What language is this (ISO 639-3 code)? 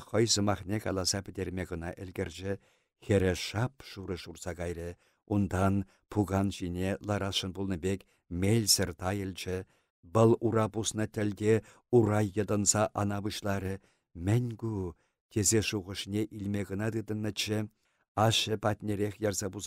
chv